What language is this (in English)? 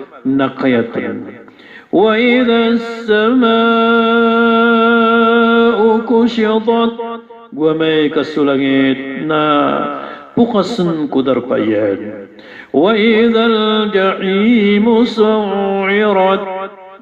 Maranao